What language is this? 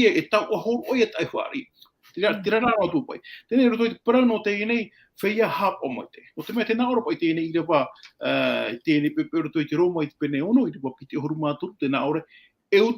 Tahitian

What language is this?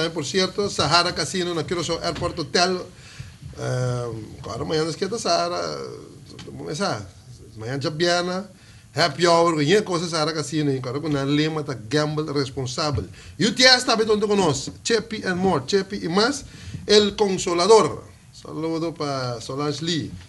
Papiamento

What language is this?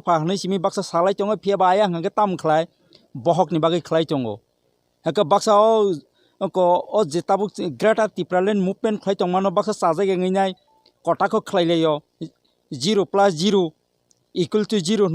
Kok Borok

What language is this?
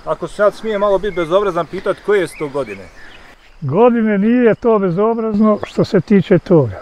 Bosnian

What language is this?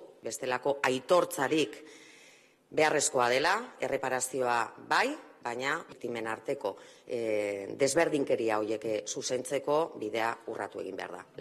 Basque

